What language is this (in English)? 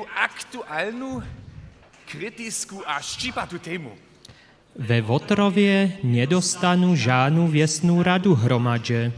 Upper Sorbian